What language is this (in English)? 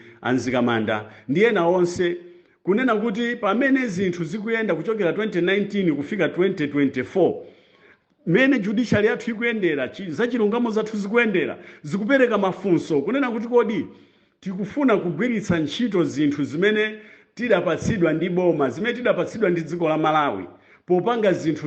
Nyanja